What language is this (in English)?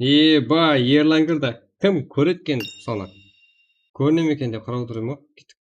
Kara-Kalpak